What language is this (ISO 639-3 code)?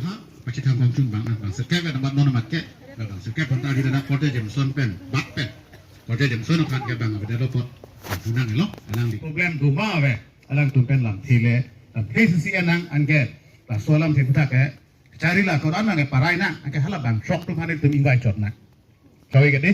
mjw